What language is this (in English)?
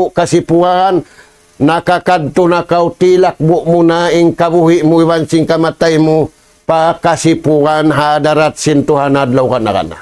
Tausug